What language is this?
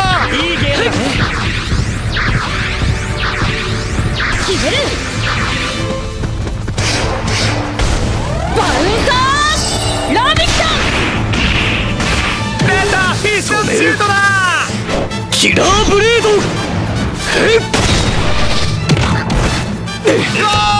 Japanese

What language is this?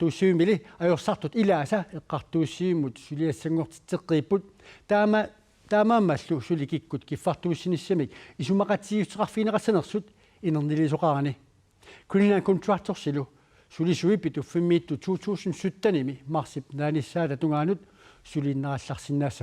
Kalaallisut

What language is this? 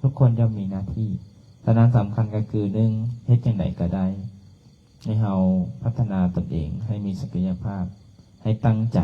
Lao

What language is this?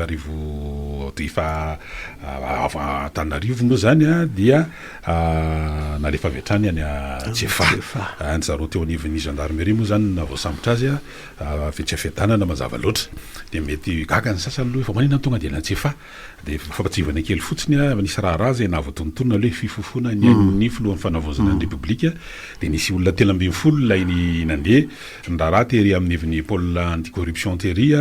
Malagasy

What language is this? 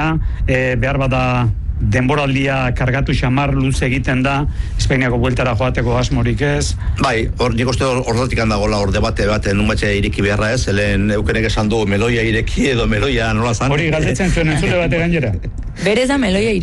Basque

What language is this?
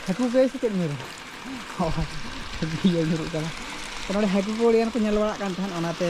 Santali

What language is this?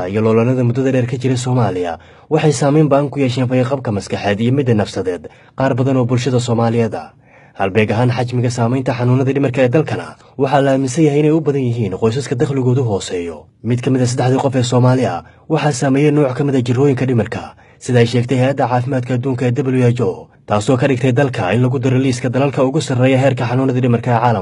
Somali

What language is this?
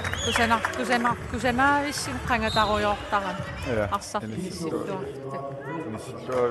Kalaallisut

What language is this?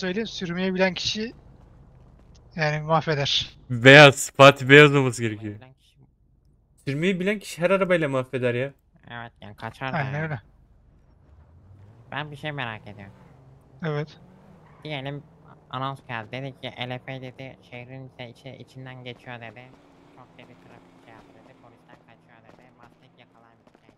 Turkish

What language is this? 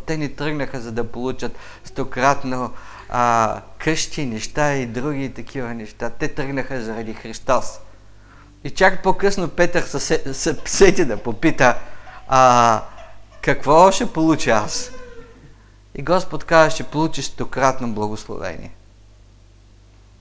Bulgarian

